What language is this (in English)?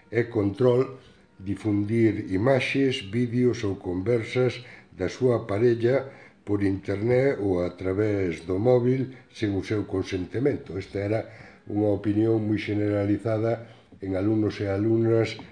Galician